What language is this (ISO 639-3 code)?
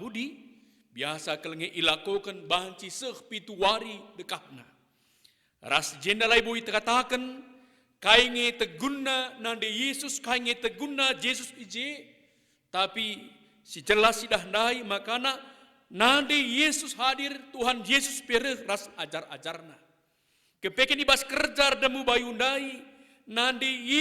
btx